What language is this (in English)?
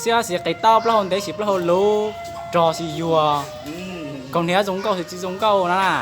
Hmong